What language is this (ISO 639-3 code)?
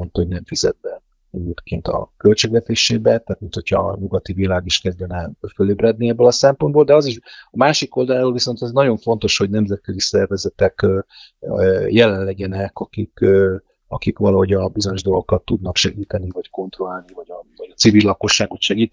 hun